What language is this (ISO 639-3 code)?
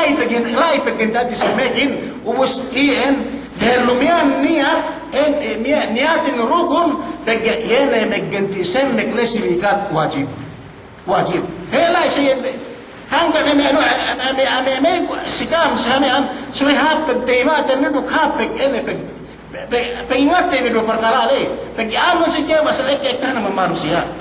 yka